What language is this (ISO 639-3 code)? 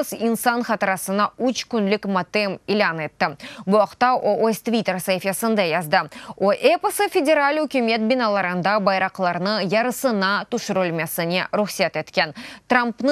crh